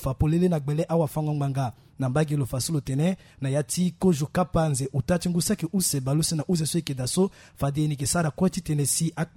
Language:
Sango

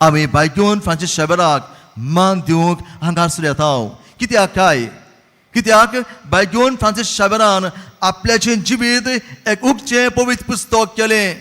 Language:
Konkani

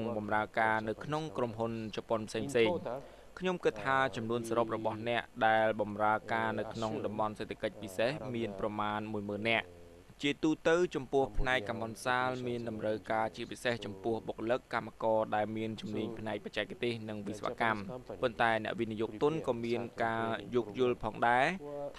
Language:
Khmer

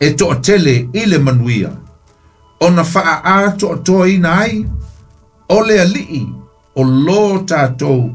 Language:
Samoan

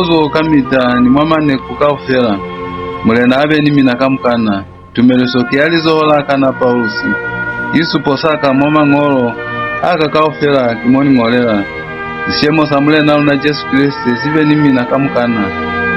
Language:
Lozi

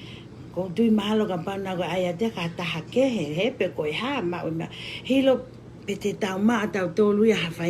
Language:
Tongan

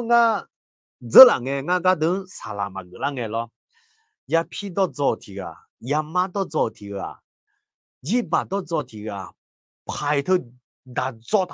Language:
Akha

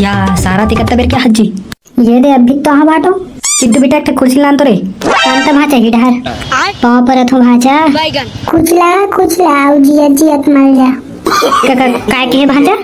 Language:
Chhattisgarhi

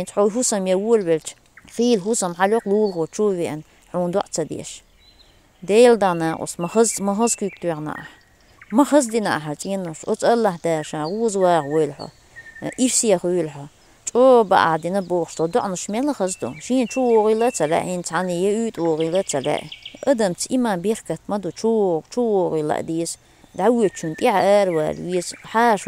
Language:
Chechen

